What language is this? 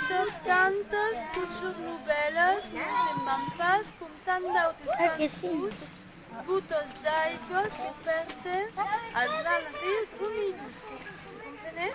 Occitan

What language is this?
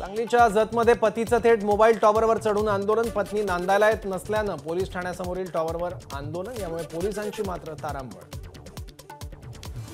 Marathi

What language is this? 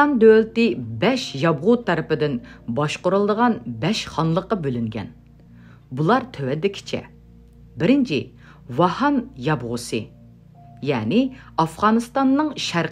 Uyghur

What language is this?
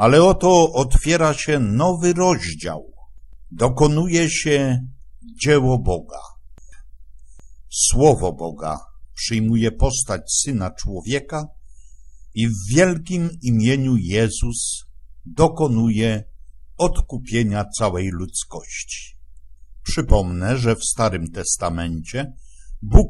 Polish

